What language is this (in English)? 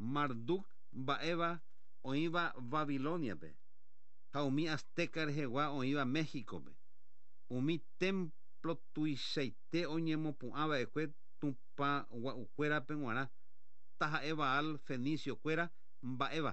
Guarani